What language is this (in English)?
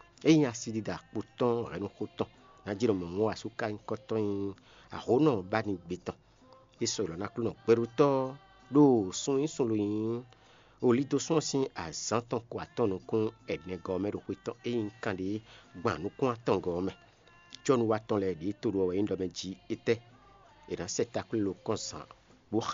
Fon